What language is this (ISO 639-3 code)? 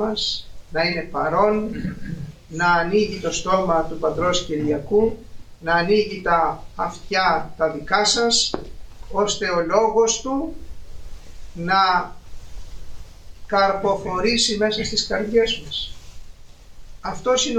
ell